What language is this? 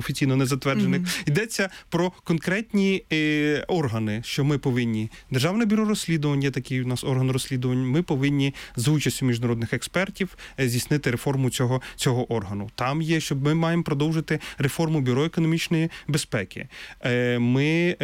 Ukrainian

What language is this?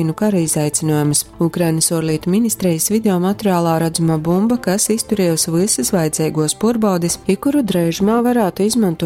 Latgalian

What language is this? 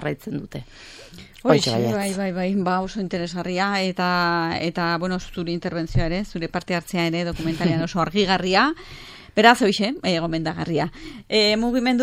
Basque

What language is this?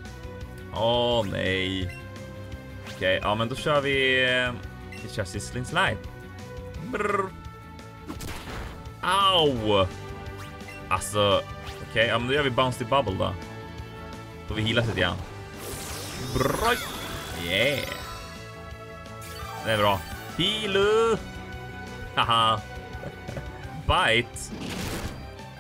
Swedish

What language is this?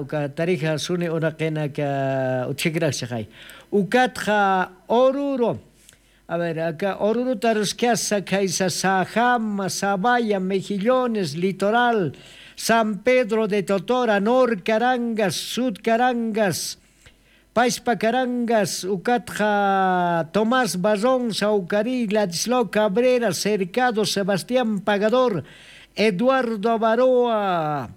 Aymara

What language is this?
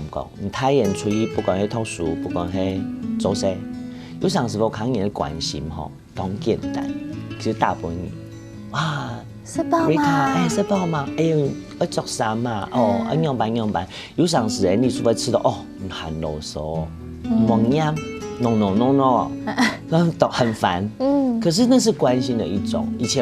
Hakka Chinese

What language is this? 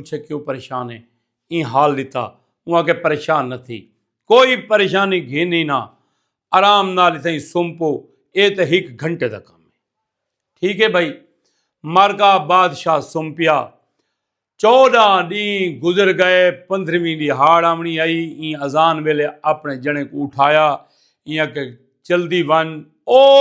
Saraiki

